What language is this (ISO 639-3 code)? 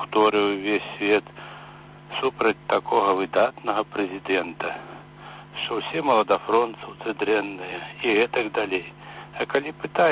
bel